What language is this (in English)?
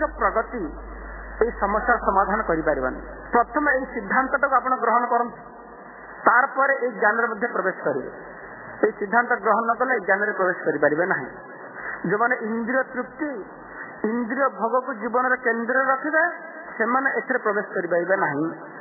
Odia